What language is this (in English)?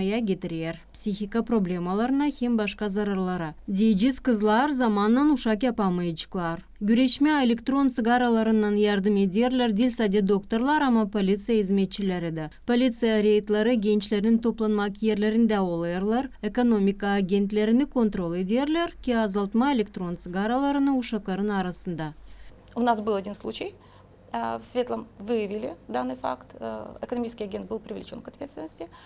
Gagauz